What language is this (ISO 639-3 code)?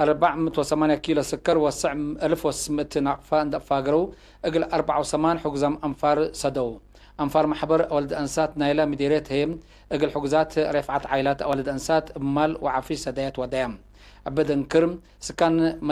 tig